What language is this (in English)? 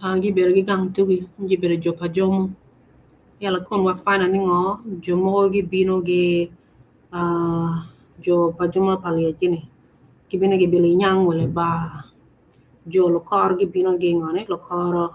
Acoli